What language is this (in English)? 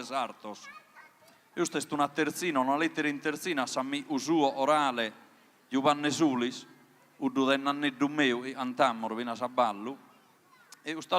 Sardinian